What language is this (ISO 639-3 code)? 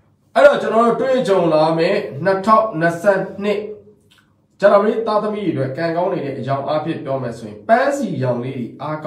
mya